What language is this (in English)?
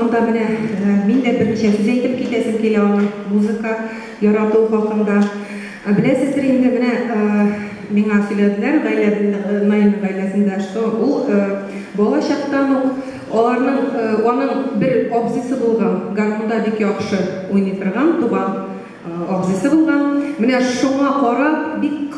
Tatar